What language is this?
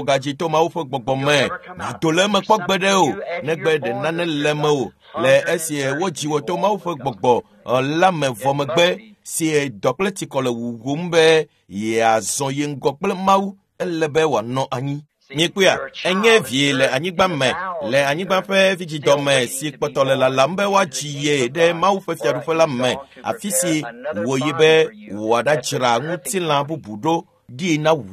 Ewe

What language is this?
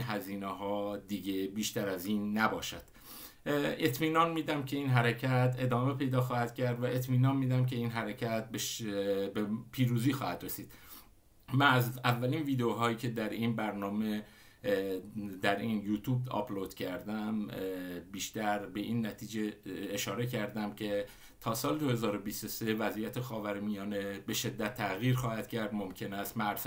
Persian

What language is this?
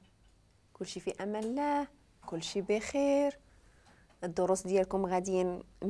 Moroccan Arabic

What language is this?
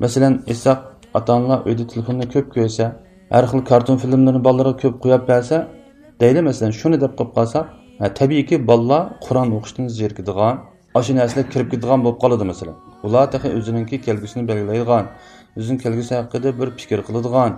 Uyghur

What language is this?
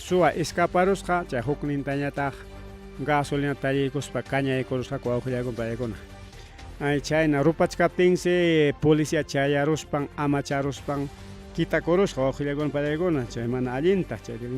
Ayacucho Quechua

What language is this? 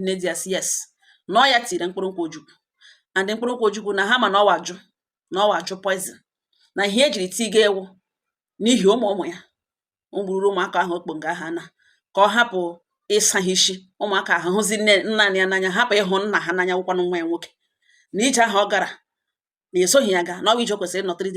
Igbo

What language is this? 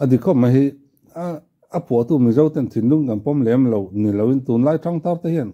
Mizo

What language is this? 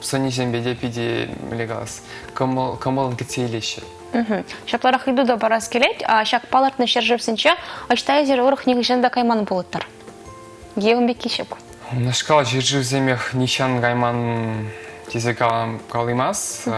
Chuvash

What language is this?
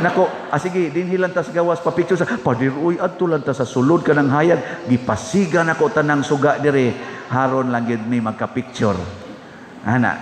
Cebuano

